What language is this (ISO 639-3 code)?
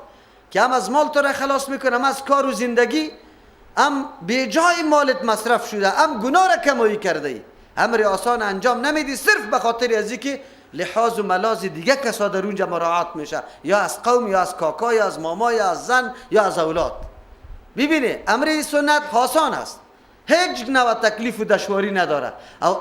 fas